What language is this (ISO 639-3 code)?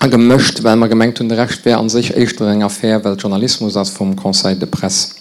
ltz